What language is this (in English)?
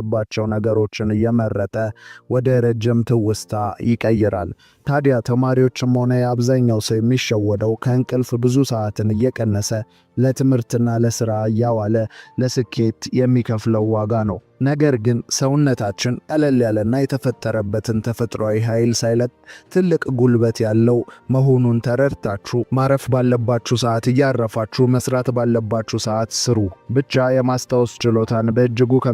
Amharic